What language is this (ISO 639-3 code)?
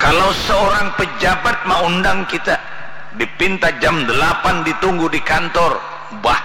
bjn